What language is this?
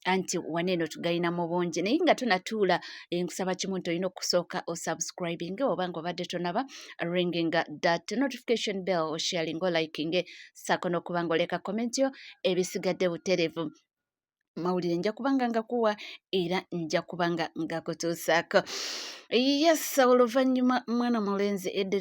Ganda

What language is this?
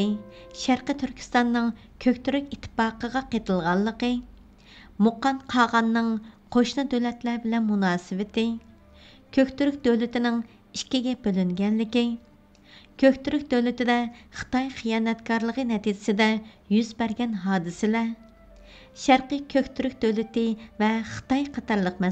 Uyghur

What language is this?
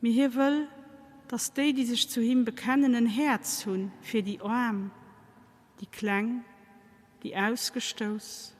Luxembourgish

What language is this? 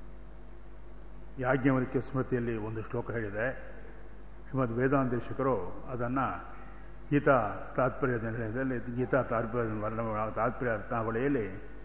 Kannada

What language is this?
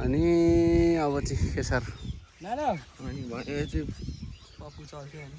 Nepali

